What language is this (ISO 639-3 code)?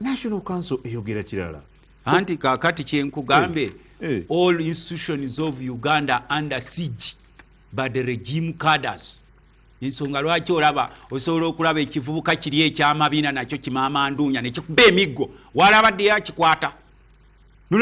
lug